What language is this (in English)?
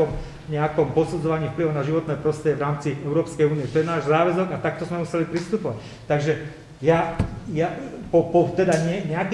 Slovak